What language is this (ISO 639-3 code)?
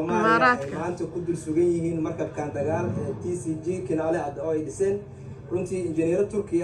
som